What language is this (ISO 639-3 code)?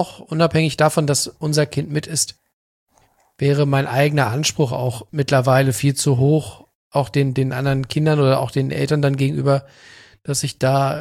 deu